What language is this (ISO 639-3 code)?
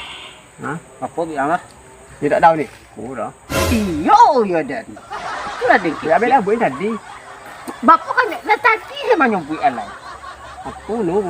min